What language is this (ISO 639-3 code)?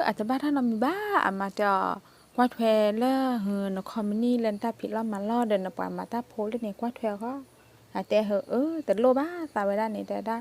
ksw